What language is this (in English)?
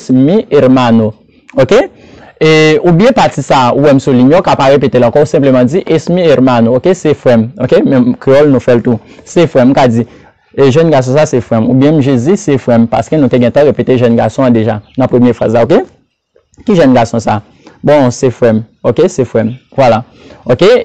Haitian Creole